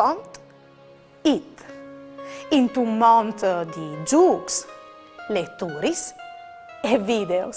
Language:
Friulian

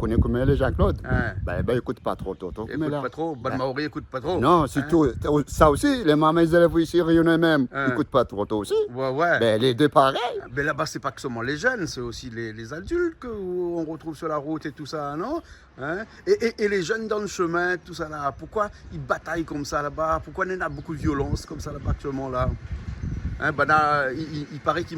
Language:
Réunion Creole French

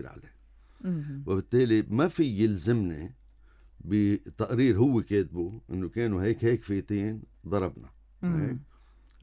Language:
North Levantine Arabic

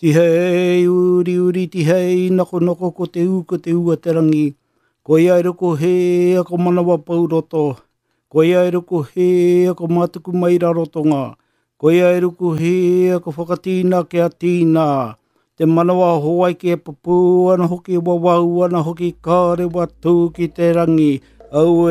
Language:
Māori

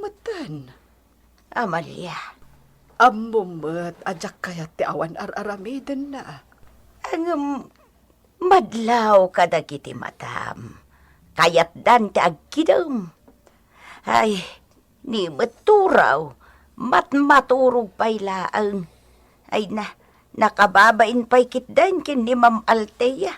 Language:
Iloko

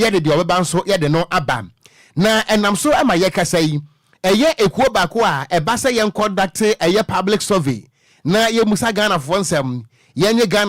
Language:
Akan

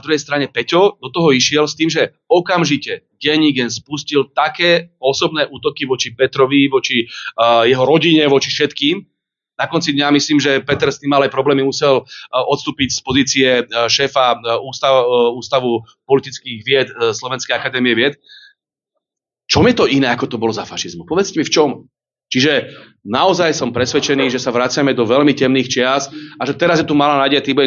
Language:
Slovak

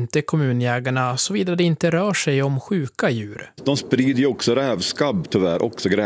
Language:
Swedish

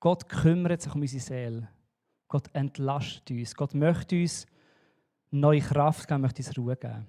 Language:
Swiss German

